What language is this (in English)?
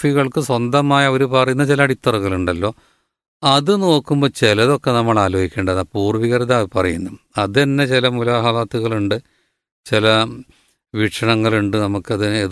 Malayalam